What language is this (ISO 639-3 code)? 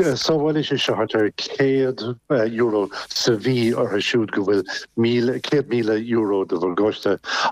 gle